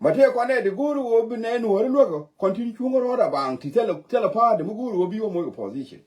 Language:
Nuer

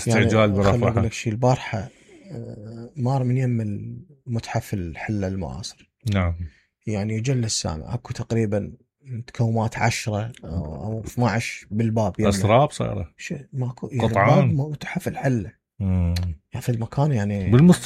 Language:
Mesopotamian Arabic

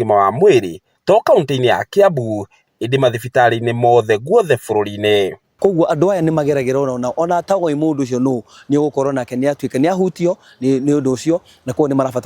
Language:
Kikuyu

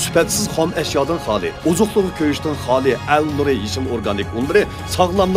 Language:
Uyghur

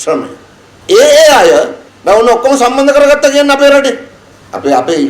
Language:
Sinhala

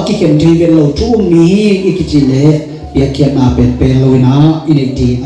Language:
Tedim Chin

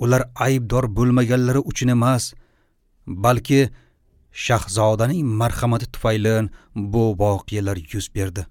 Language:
Uzbek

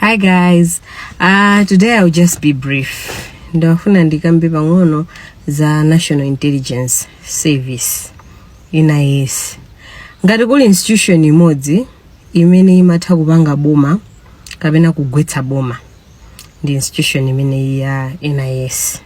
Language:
Nyanja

